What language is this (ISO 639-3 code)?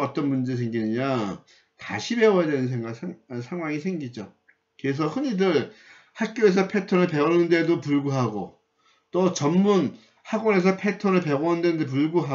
kor